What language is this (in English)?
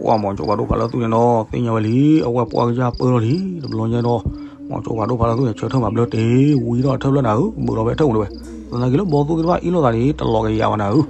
S'gaw Karen